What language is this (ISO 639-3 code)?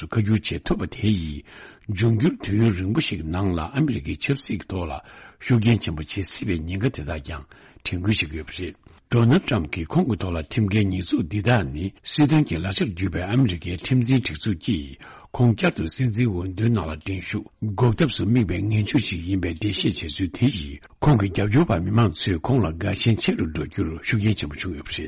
bod